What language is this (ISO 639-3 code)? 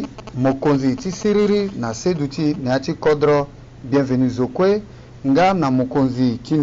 sag